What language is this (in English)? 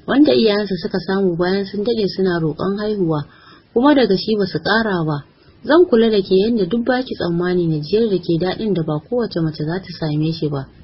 Hausa